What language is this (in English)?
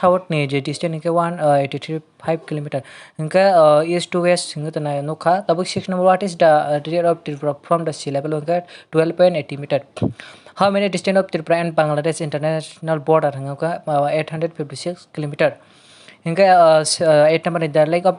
Kok Borok